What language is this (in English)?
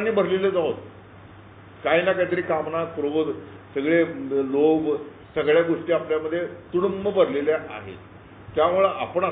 Marathi